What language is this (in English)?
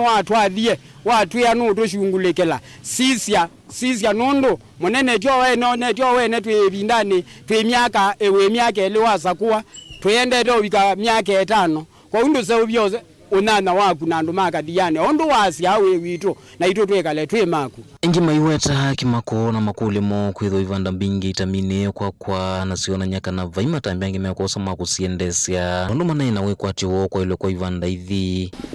Kamba